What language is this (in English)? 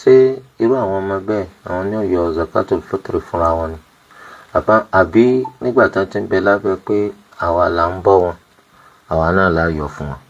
Yoruba